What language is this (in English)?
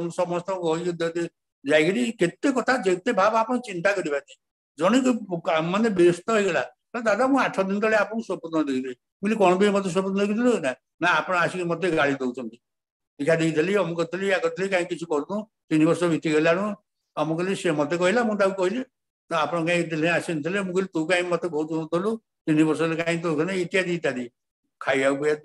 Odia